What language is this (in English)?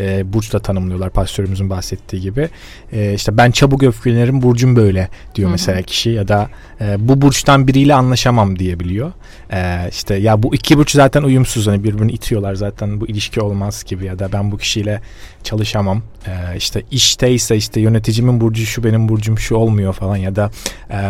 Turkish